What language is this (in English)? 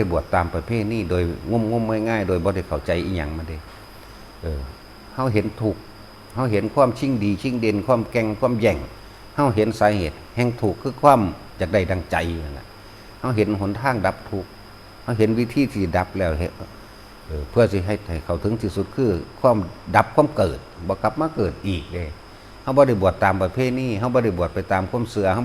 Northeastern Thai